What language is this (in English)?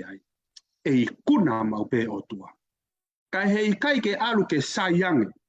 Tongan